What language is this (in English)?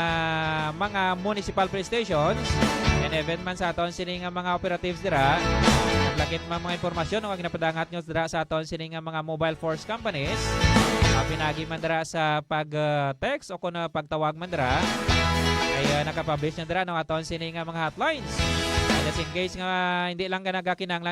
Hiligaynon